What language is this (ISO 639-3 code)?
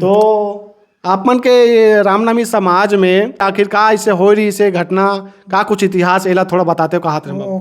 hne